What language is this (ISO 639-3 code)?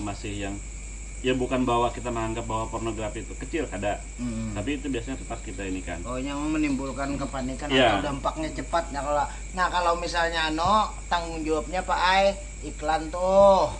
bjn